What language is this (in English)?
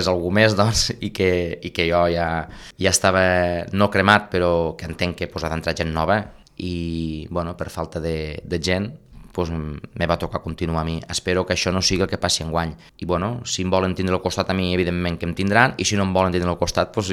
Catalan